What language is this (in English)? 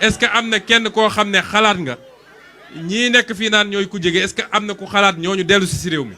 Wolof